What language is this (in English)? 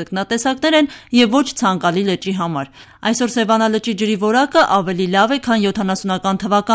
Armenian